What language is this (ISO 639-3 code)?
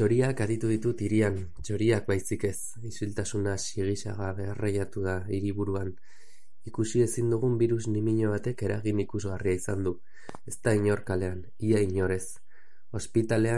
eus